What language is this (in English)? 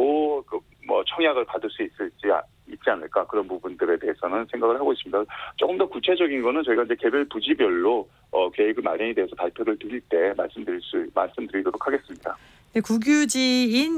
Korean